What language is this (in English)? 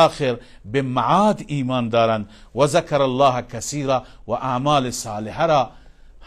Persian